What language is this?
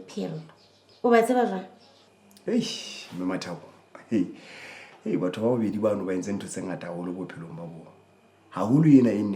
Southern Sotho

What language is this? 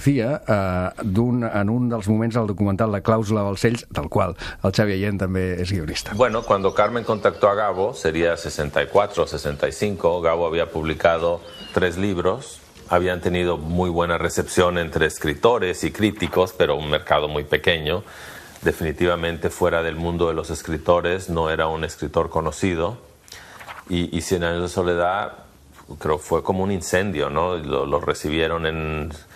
Catalan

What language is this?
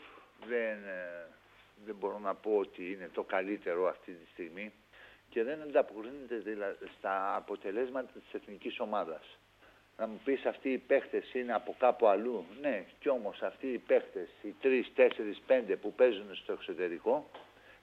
Greek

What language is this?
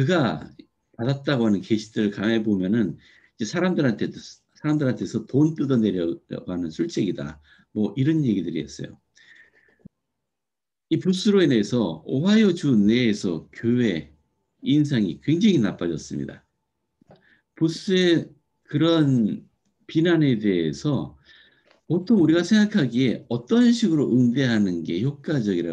Korean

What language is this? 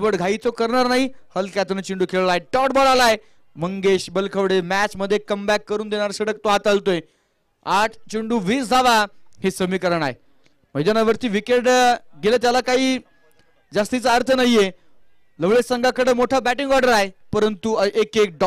Marathi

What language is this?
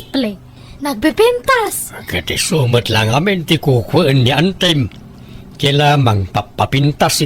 Iloko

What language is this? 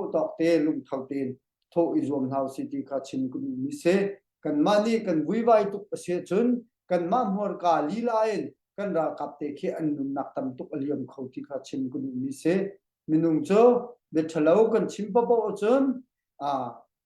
Hakha Chin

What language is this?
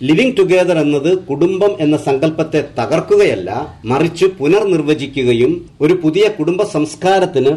Malayalam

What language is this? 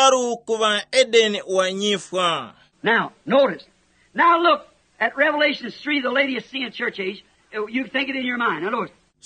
Tumbuka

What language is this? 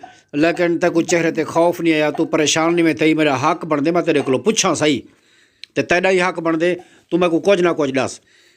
Saraiki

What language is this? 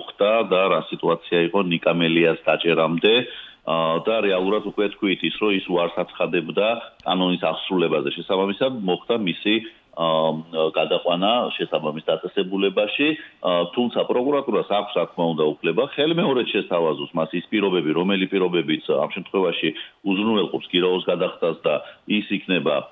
Georgian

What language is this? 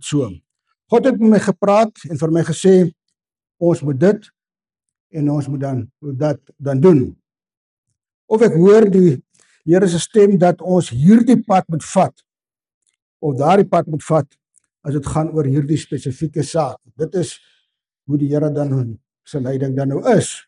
Afrikaans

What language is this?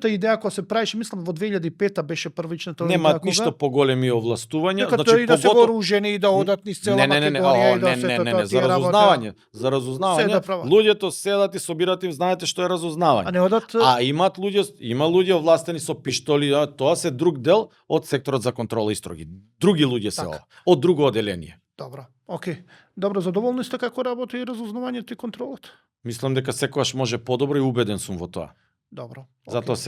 Macedonian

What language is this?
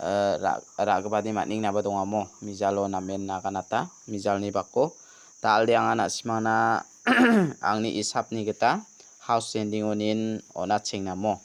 Garo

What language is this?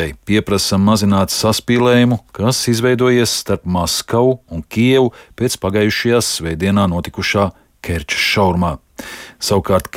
Latvian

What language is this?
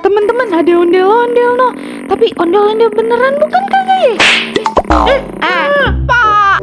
Betawi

